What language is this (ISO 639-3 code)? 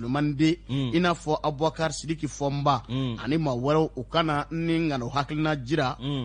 bam